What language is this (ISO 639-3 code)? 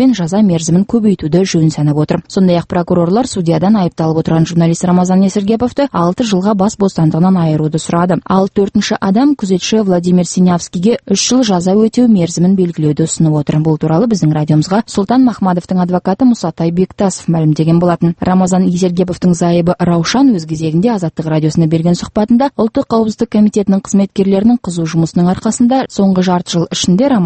kaz